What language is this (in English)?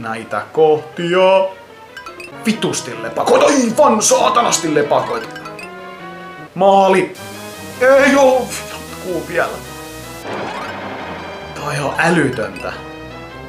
Finnish